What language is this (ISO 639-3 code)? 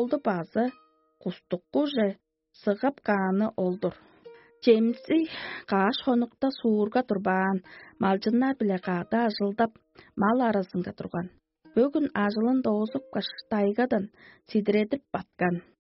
tyv